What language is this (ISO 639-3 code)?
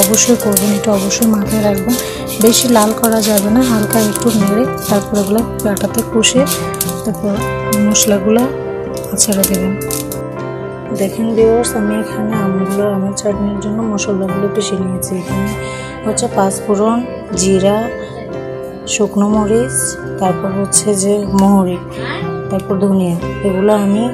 ben